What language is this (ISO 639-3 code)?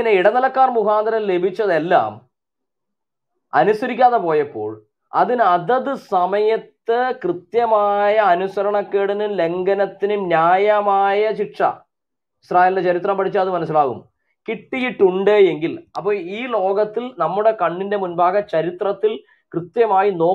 mal